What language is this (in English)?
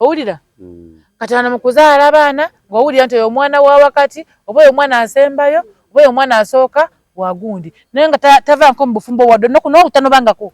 Ganda